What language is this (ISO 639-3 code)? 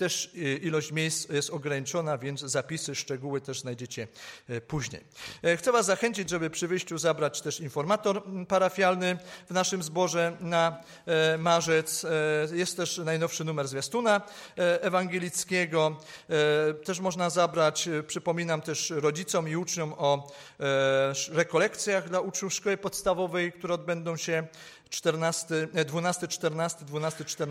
pol